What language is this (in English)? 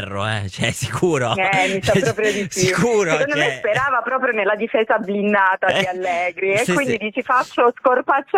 Italian